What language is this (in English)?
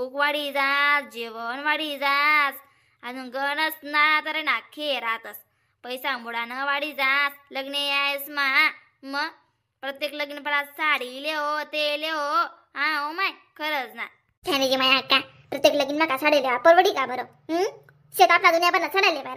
Khandesi